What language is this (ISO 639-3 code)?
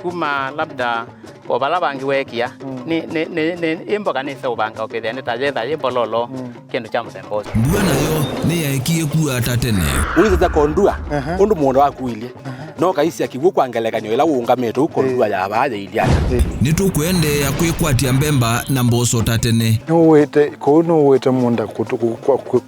kam